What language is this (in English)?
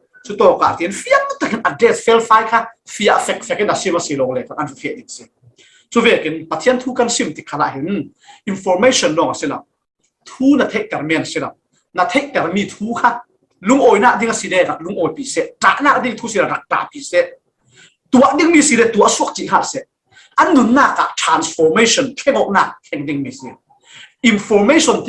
Falam Chin